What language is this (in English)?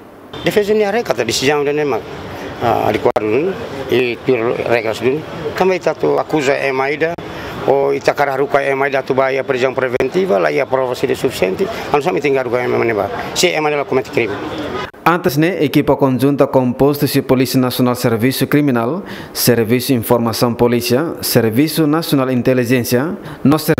Tetum